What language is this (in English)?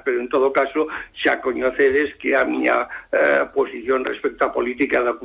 Galician